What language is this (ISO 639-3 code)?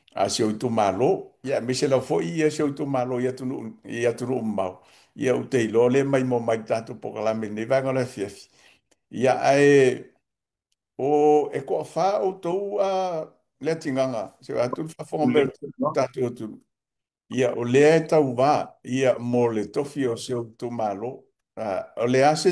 smo